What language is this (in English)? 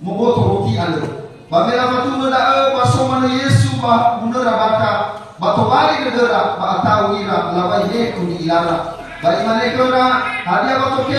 Nias